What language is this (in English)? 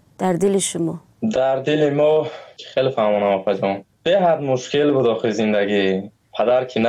Tajik